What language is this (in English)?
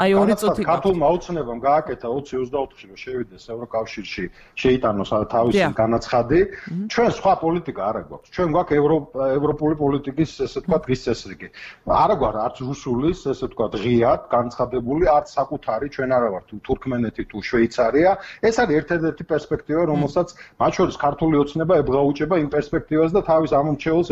Georgian